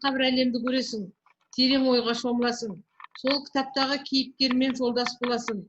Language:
Kazakh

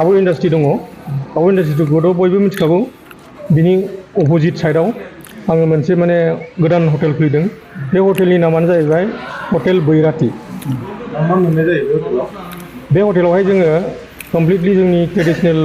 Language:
Bodo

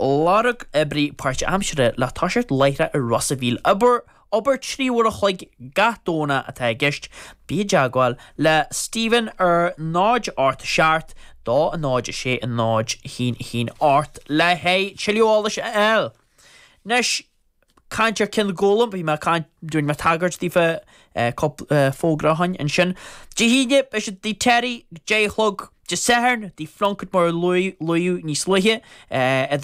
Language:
Irish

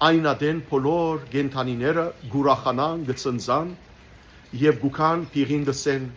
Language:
Western Armenian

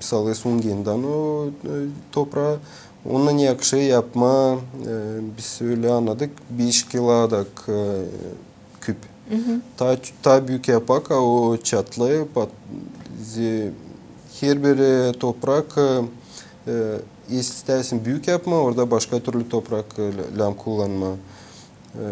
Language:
Gagauz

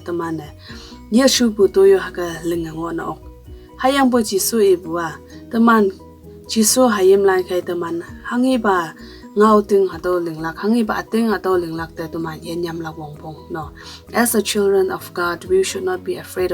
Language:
Konyak Naga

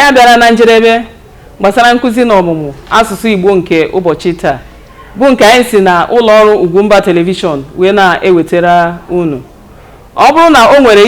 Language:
Igbo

